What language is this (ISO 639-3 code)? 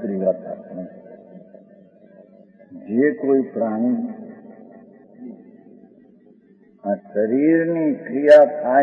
guj